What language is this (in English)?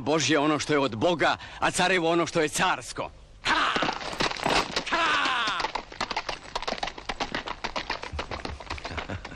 Croatian